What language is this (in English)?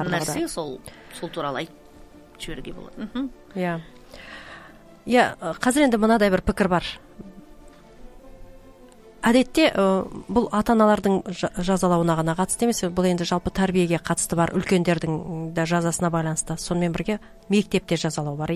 Kazakh